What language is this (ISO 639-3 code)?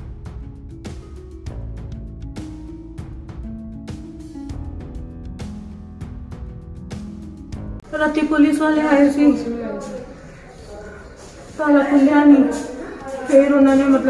pan